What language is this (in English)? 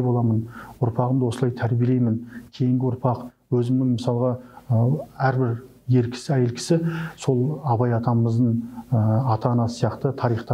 Kazakh